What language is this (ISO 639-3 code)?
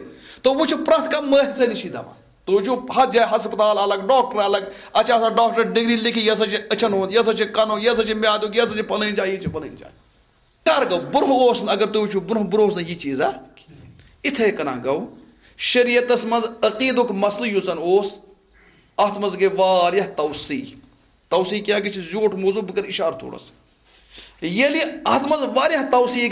kas